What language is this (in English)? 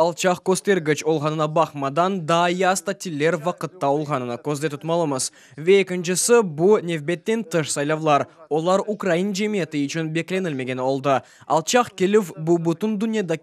Crimean Tatar